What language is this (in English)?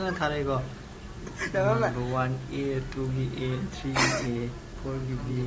Manipuri